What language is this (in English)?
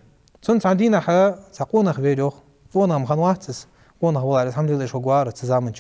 Ingush